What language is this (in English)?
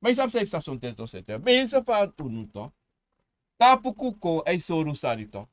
Sranan Tongo